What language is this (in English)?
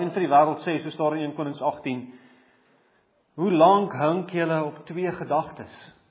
Afrikaans